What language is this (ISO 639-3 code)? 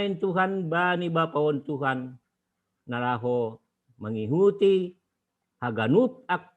bts